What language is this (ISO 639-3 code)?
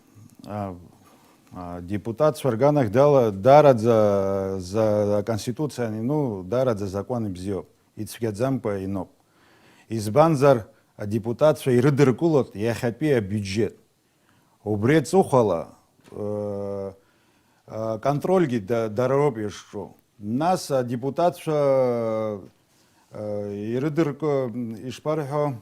abk